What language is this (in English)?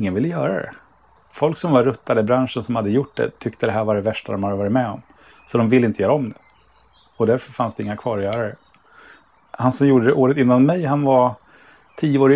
Swedish